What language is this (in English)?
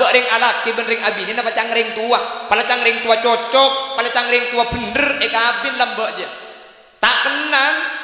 Madurese